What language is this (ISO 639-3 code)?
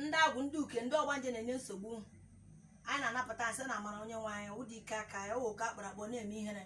ibo